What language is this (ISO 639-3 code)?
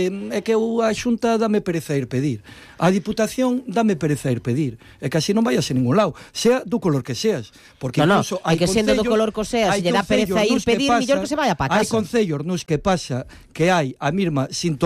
glg